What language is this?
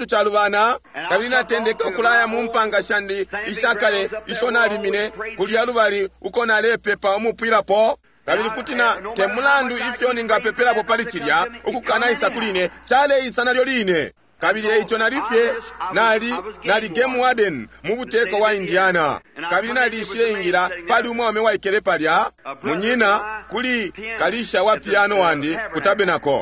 Bemba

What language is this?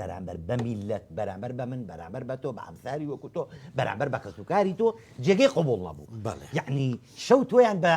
Central Kurdish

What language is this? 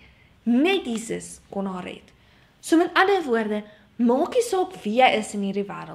Afrikaans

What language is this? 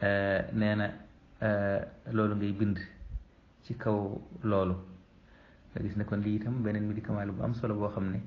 Wolof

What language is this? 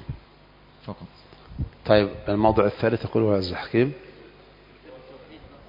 Arabic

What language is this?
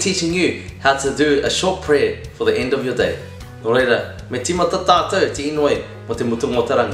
Māori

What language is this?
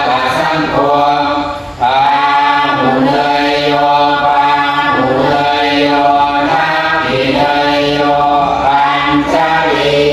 Pali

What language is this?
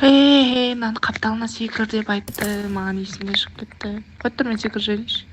Kara-Kalpak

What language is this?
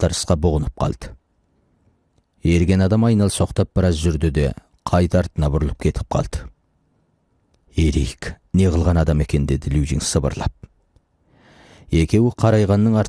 Kazakh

